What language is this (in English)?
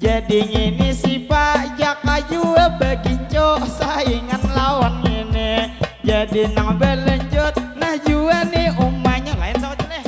Banjar